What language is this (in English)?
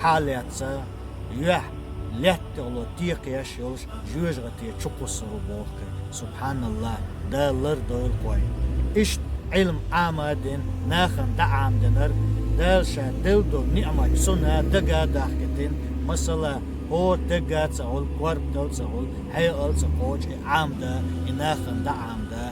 Chechen